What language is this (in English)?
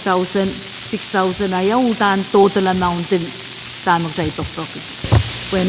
Pohnpeian